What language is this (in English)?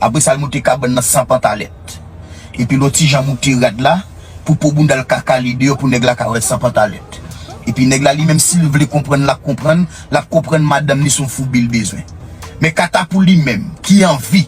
Haitian Creole